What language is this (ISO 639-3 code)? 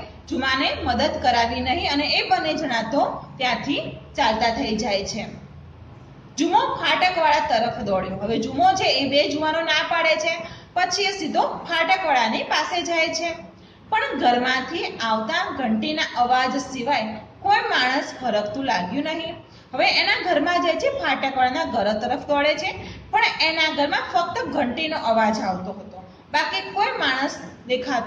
guj